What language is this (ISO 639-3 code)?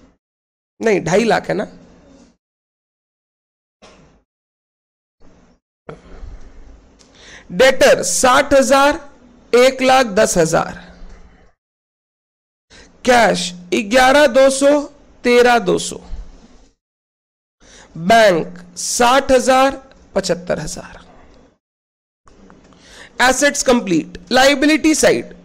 hin